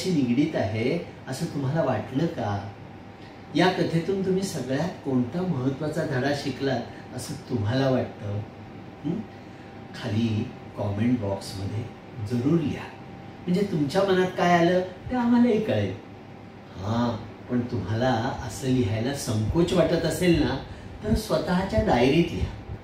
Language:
Marathi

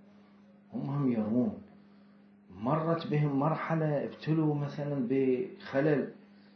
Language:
Mesopotamian Arabic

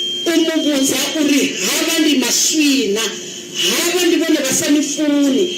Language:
Venda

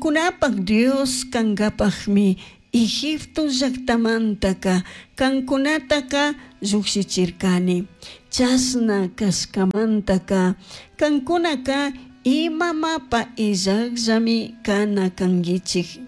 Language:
Chimborazo Highland Quichua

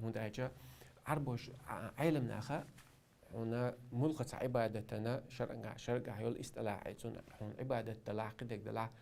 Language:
Chechen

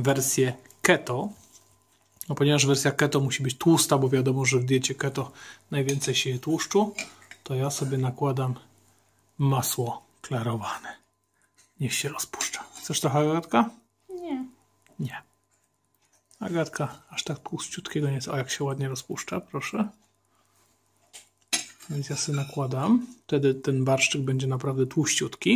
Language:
Polish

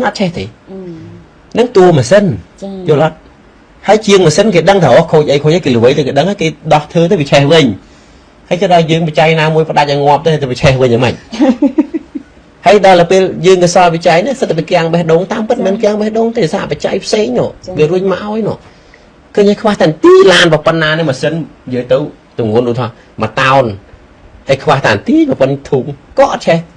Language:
Khmer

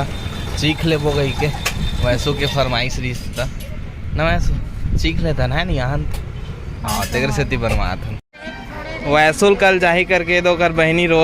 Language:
Chhattisgarhi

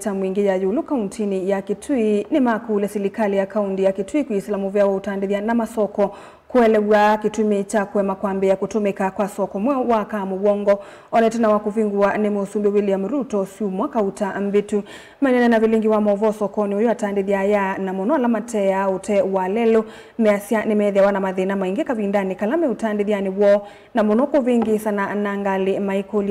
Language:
Kamba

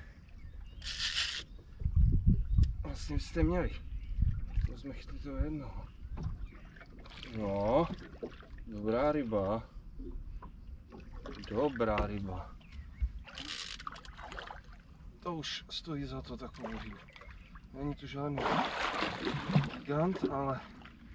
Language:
Czech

